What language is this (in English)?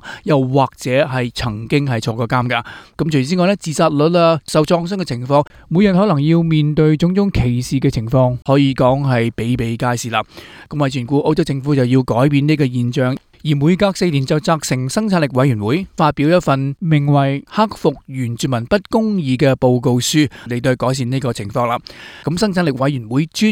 Cantonese